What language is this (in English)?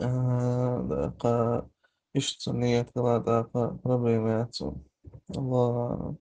Chechen